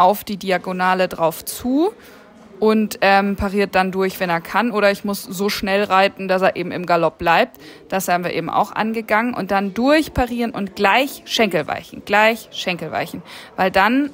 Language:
German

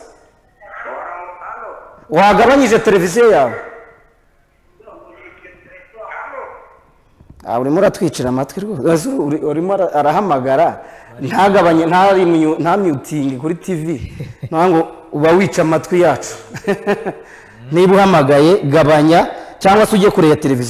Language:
Kinyarwanda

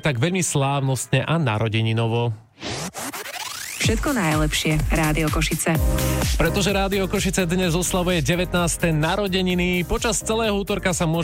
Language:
Slovak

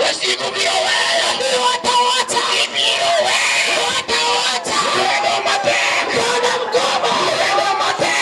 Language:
Luo (Kenya and Tanzania)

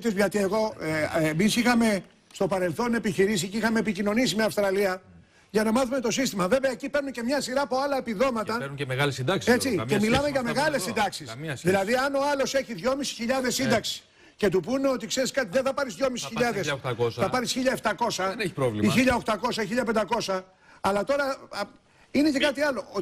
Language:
Greek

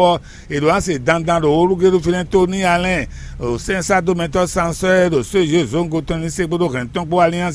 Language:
Fon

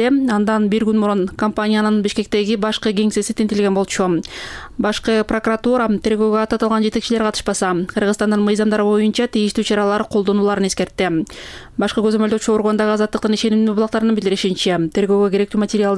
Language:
Kyrgyz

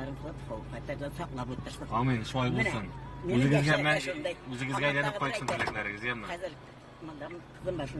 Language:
Tatar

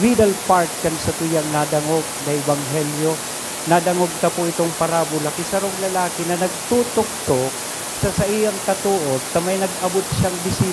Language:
Bikol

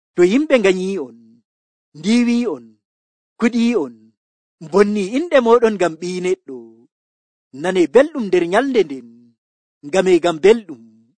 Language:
Nigerian Fulfulde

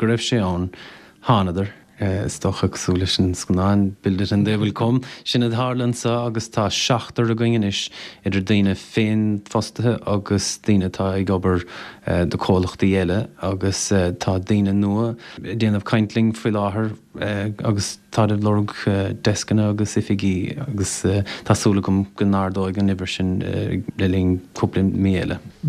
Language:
Irish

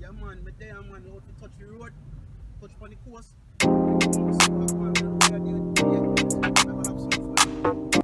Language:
Jamaican Creole English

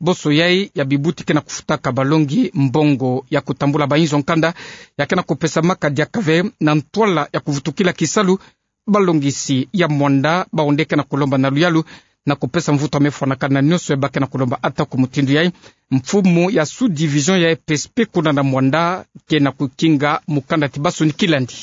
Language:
Kituba (Democratic Republic of Congo)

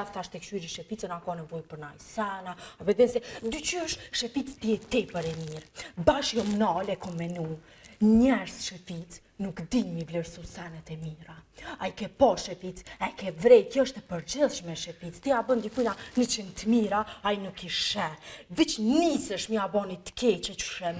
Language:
Albanian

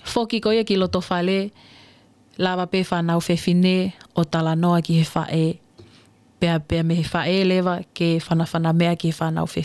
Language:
Tongan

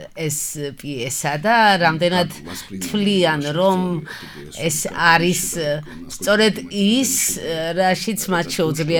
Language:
Georgian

